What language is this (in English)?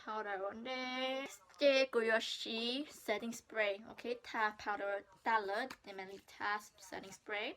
Hmong